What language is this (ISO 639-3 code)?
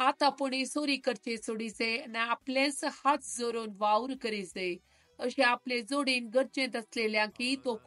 kok